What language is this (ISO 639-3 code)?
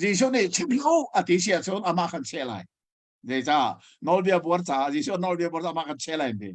cnh